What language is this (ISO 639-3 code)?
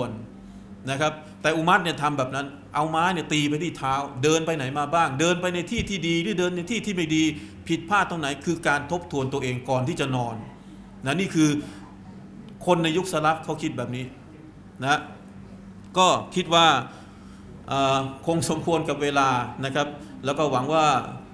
tha